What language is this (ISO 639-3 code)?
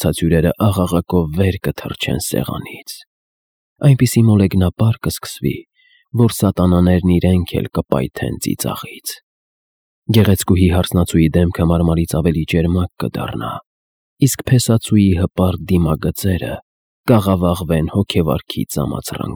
hye